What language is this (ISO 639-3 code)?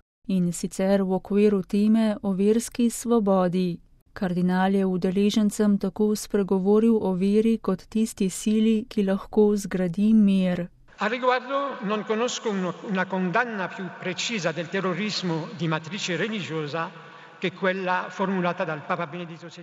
slv